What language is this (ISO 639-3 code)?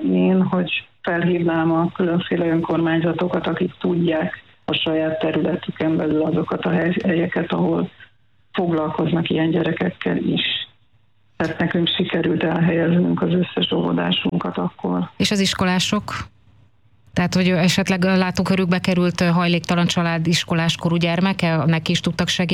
hun